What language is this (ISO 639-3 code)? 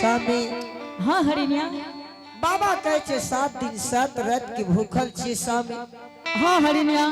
anp